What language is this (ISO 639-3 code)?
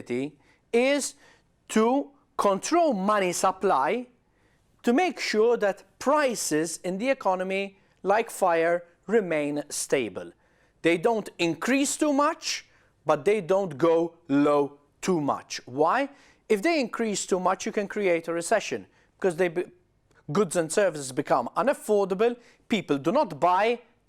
eng